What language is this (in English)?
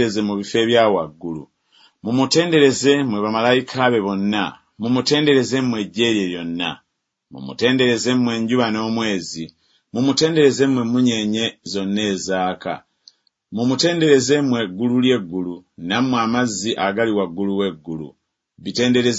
Ganda